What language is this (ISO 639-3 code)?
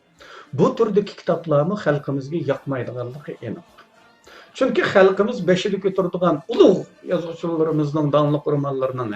uig